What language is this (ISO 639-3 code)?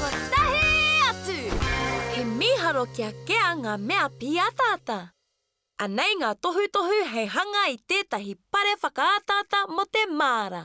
mri